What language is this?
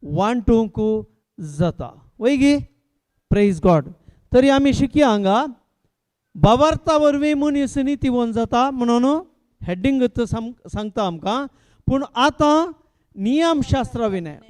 Konkani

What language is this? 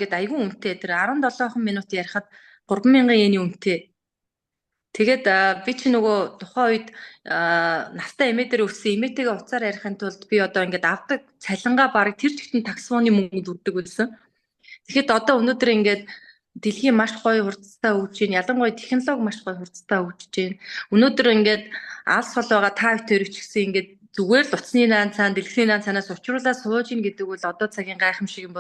Mongolian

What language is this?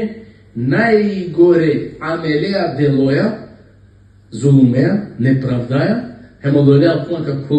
Balkan Romani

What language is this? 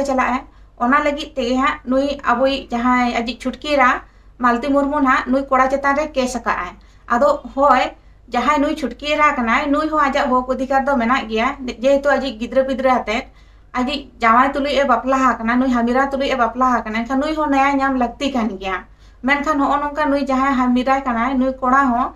Santali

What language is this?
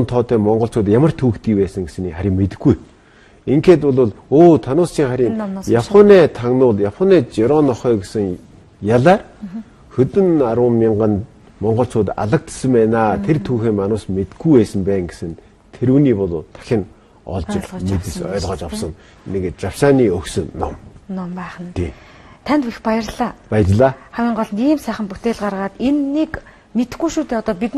Mongolian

